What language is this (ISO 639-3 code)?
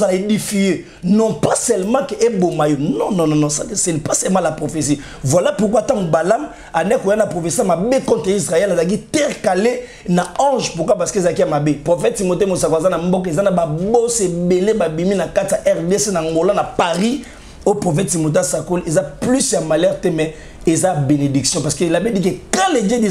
lin